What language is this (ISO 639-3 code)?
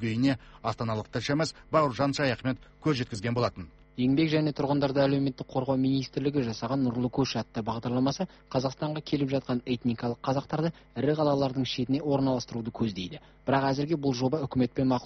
kaz